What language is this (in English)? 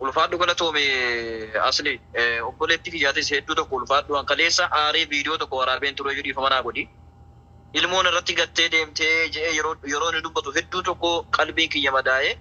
Oromo